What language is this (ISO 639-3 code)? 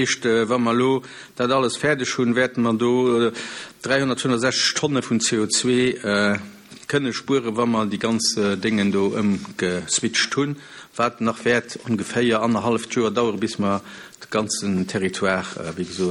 ltz